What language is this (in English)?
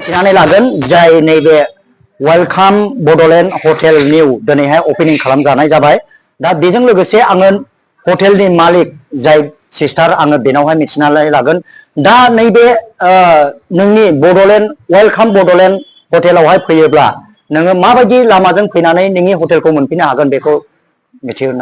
Bodo